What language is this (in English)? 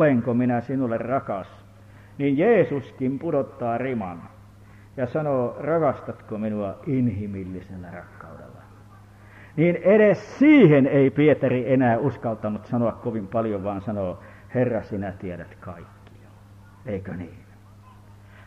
Finnish